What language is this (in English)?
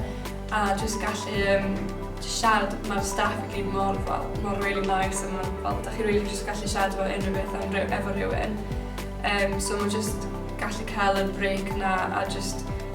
Welsh